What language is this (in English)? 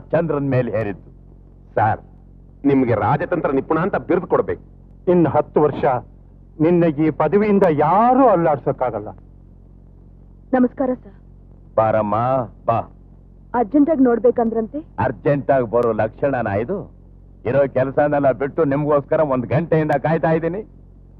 Kannada